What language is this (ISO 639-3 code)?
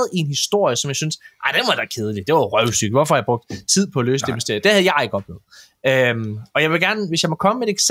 dan